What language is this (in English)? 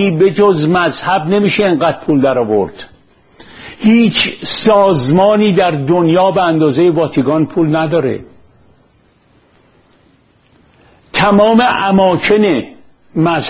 Persian